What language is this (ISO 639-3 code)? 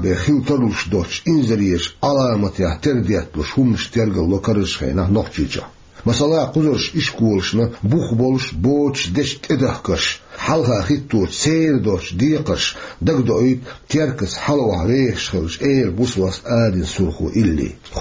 che